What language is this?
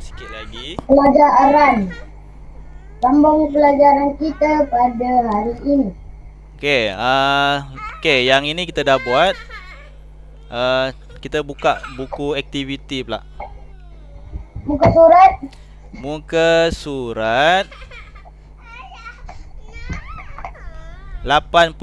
Malay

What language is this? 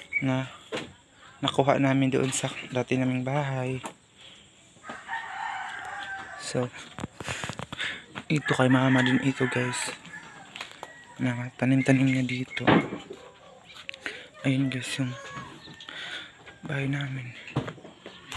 Filipino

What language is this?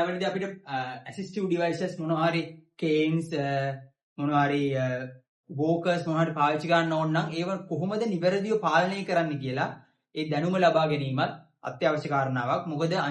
Sinhala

